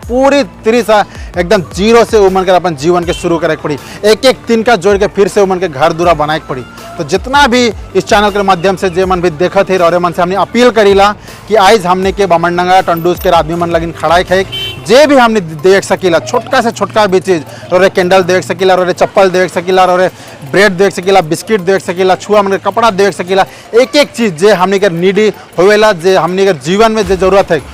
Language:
Sadri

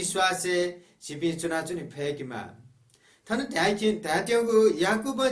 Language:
Newari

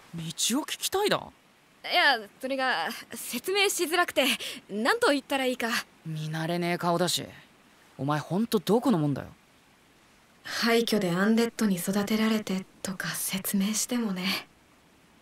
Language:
Japanese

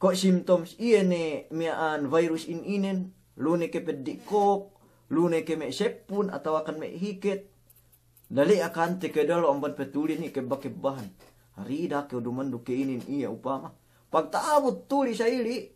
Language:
Yakan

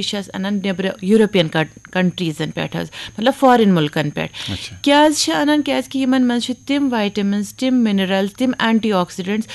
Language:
Kashmiri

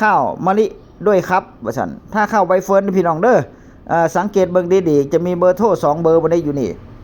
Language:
Northeastern Thai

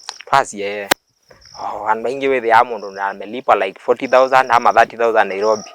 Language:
Kamba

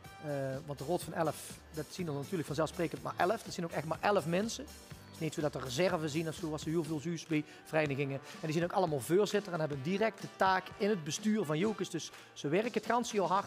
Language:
Limburgish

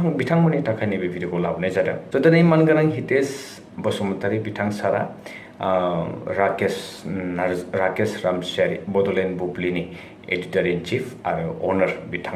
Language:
Bodo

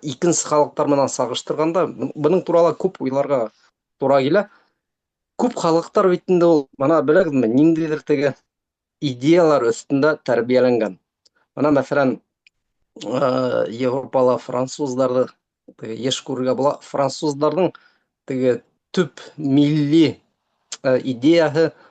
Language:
Bashkir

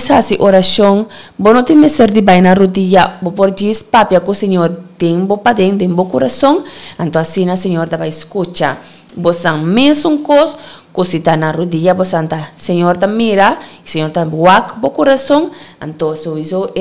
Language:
Papiamento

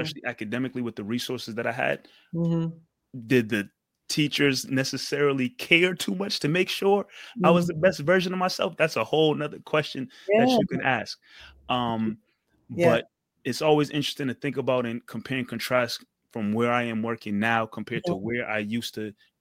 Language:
English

